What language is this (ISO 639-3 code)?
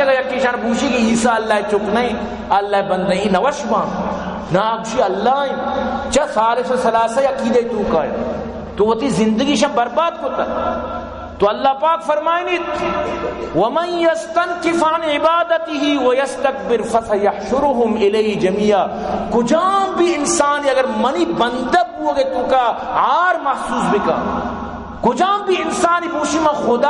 bal